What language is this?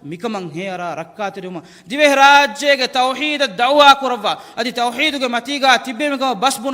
Divehi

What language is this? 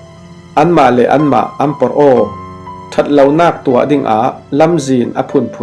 Falam Chin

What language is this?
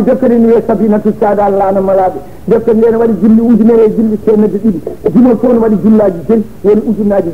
Fula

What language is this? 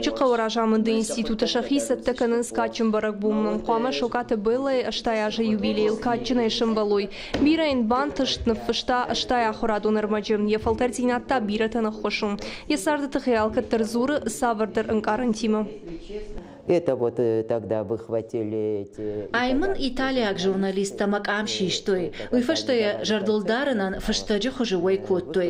Ossetic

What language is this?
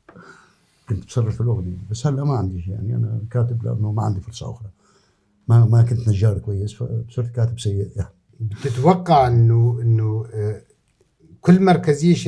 North Levantine Arabic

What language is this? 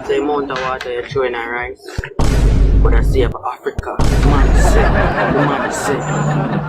Jamaican Creole English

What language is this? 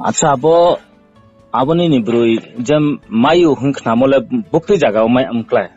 Riang (India)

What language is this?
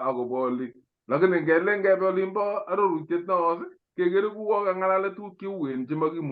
Kalenjin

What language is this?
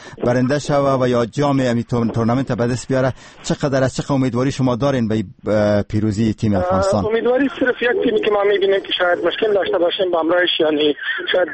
Persian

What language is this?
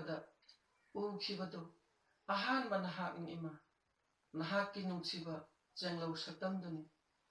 Manipuri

